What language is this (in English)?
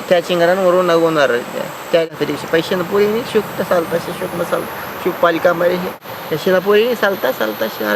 Tena Lowland Quichua